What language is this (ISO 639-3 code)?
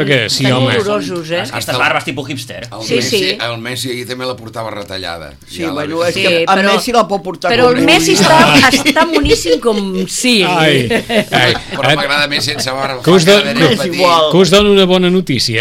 cat